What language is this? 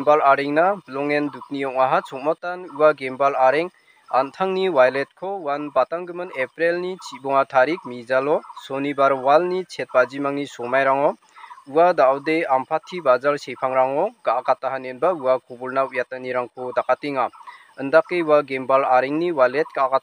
Garo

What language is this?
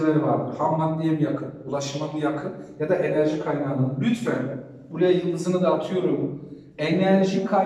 Turkish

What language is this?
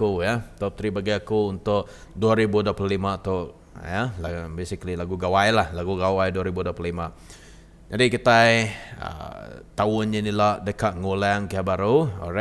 Iban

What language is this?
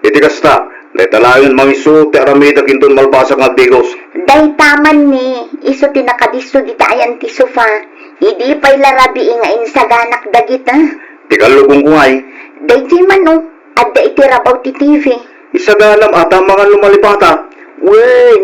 Iloko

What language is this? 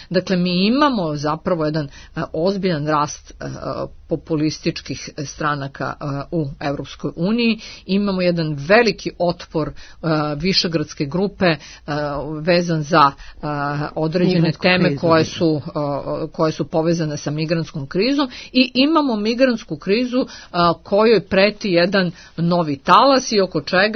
Serbian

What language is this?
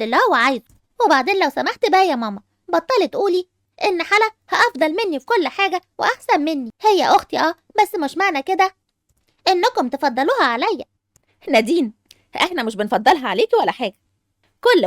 Egyptian Arabic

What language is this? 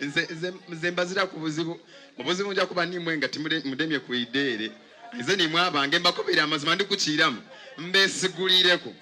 Soga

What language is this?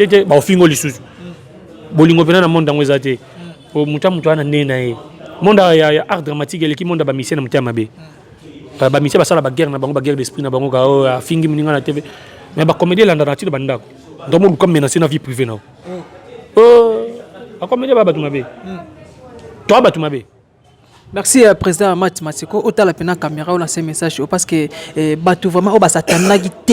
Lingala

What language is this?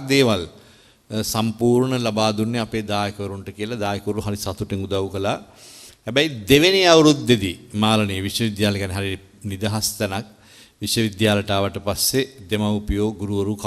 Sinhala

